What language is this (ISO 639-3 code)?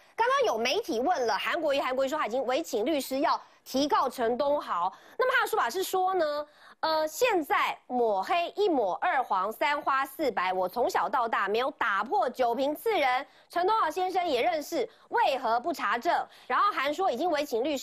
zho